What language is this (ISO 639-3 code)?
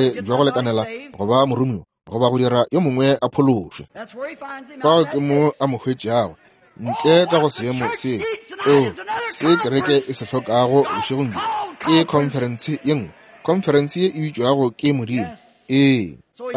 nso